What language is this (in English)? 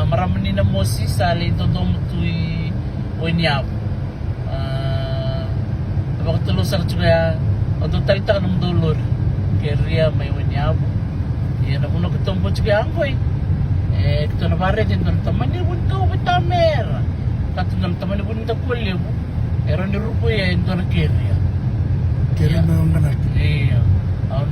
Fijian